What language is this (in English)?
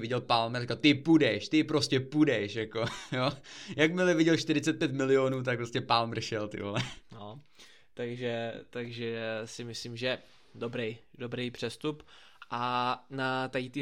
Czech